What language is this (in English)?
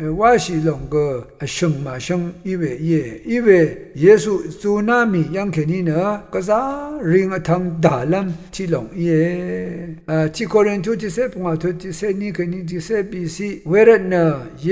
Rawang